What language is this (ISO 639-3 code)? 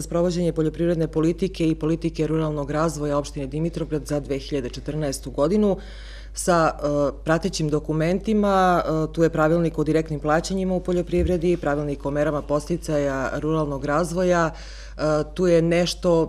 srp